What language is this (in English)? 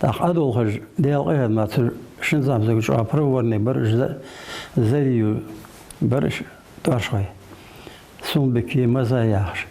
Ingush